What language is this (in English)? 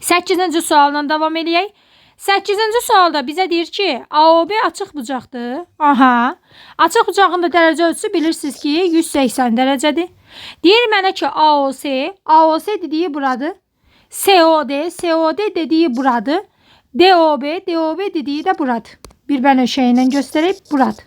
Azerbaijani